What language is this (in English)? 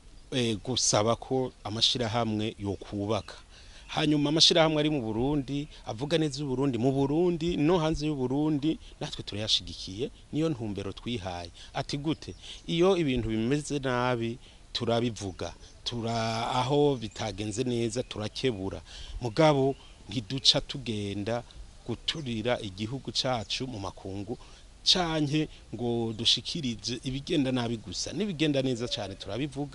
Rundi